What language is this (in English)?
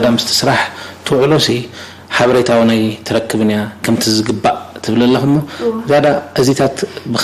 Tigrinya